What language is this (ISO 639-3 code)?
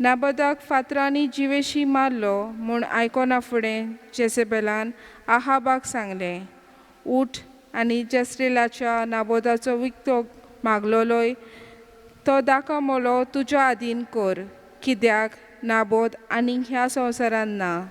kok